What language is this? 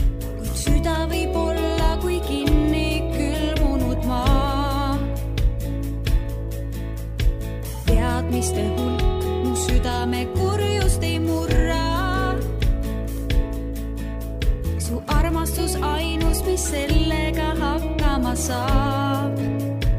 Estonian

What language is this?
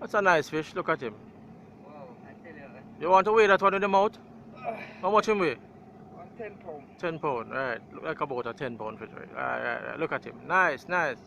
Jamaican Creole English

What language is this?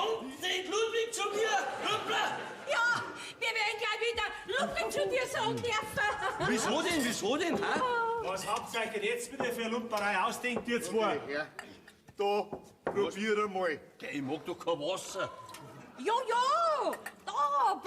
Bavarian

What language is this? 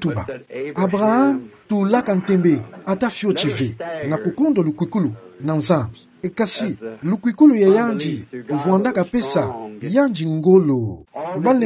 Kituba (Democratic Republic of Congo)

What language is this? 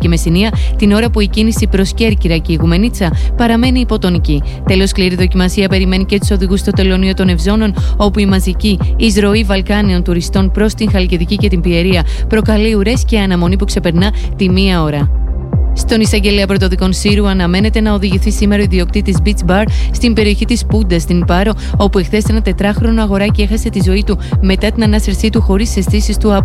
Greek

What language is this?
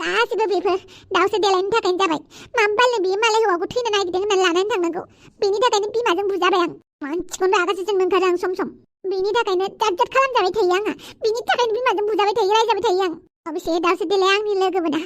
Bodo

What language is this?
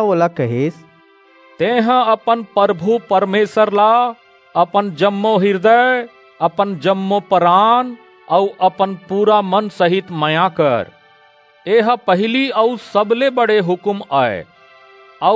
Chhattisgarhi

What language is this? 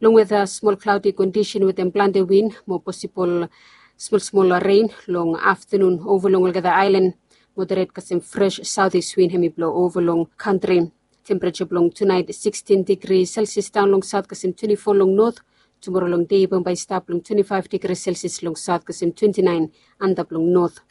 Bislama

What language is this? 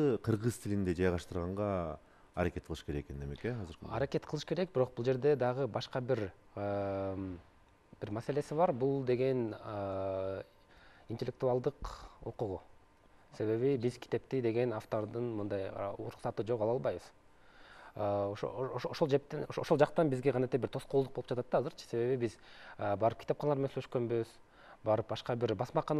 Kyrgyz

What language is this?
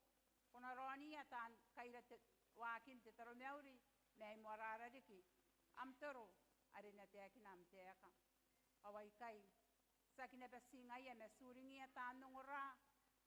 Gilbertese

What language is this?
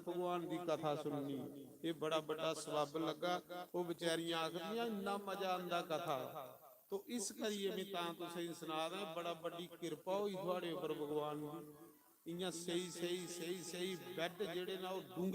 Dogri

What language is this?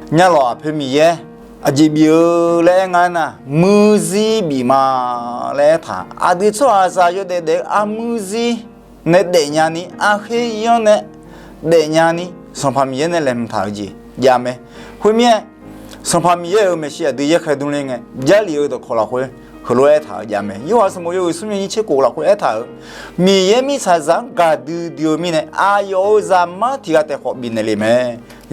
Akha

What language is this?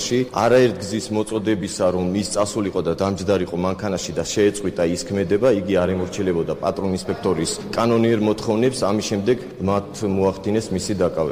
Georgian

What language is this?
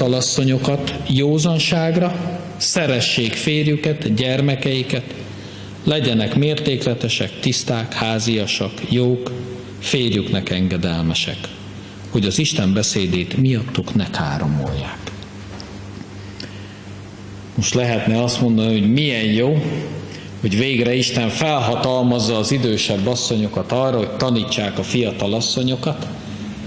Hungarian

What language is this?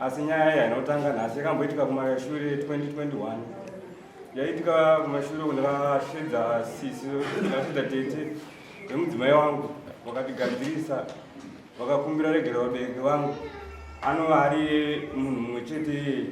Shona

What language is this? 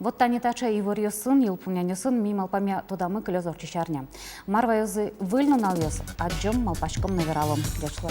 Udmurt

